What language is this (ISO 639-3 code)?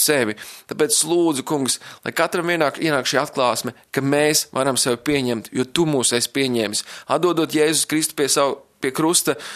lav